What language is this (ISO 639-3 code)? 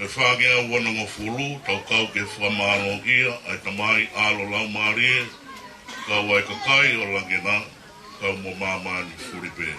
ton